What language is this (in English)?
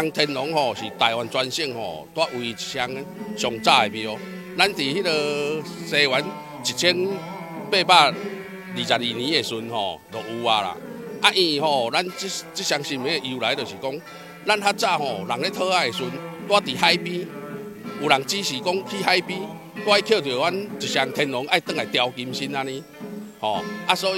Min Nan Chinese